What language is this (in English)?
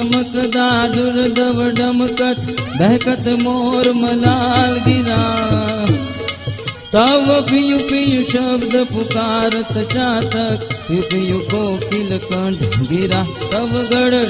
Gujarati